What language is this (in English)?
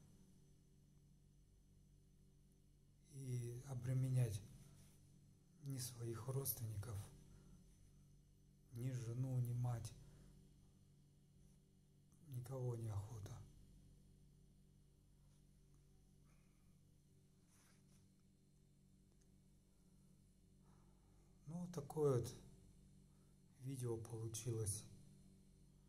Russian